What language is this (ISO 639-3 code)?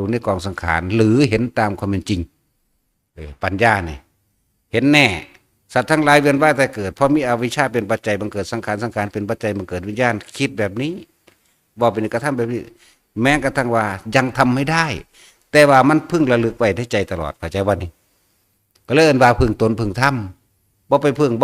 tts